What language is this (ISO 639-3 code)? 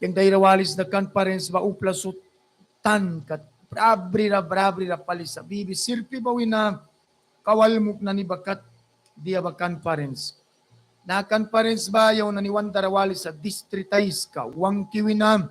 miq